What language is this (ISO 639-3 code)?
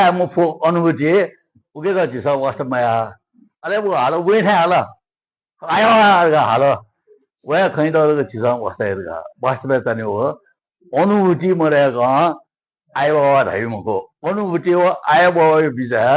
new